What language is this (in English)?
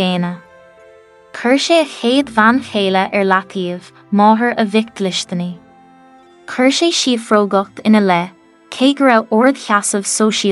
Irish